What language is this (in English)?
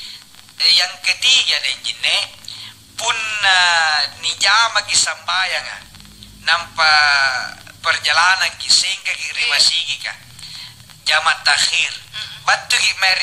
Makasar